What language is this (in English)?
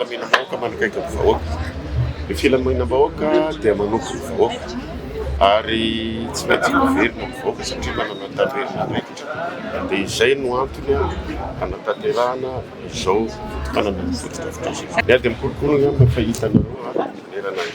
Malagasy